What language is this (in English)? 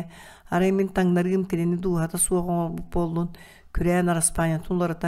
Yakut